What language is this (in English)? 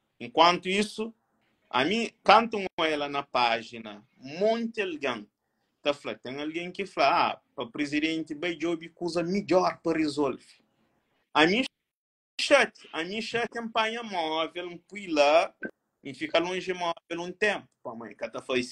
Kabuverdianu